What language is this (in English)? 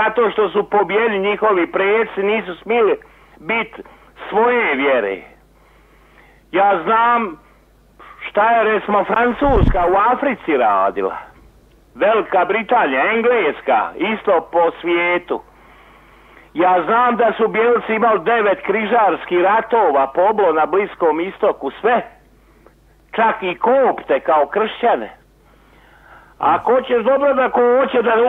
Croatian